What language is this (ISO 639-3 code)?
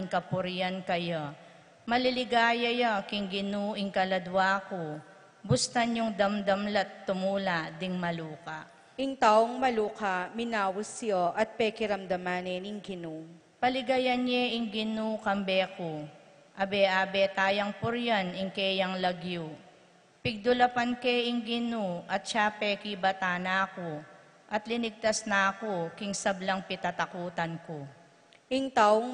pam